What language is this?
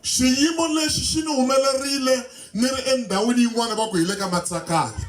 Tsonga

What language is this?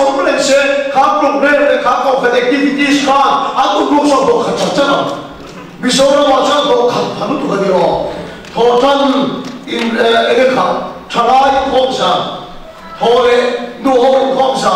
Vietnamese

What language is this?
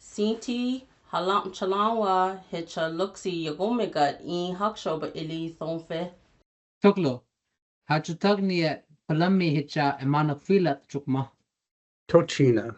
Choctaw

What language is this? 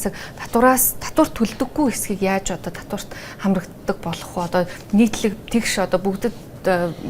Mongolian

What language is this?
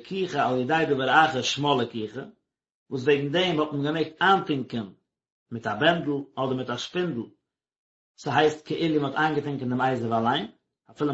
Yiddish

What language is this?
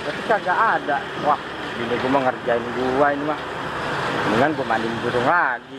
Betawi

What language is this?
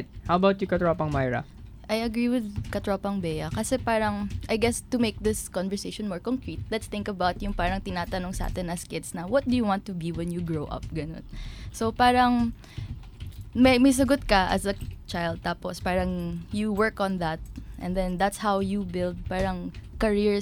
Filipino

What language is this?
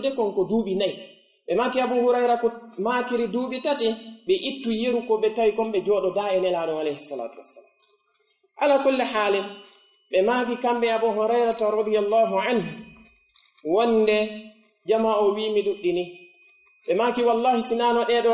Pular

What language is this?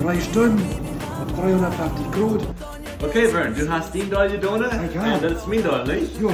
Plautdietsch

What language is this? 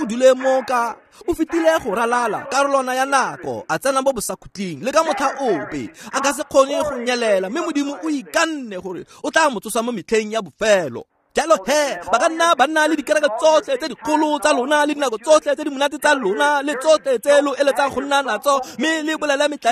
Tswana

